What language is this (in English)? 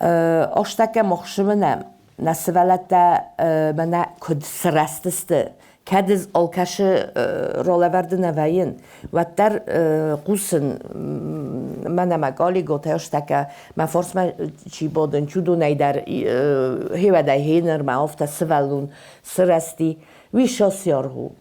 Ossetic